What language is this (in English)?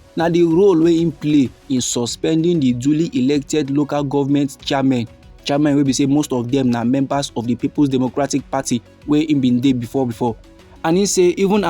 Nigerian Pidgin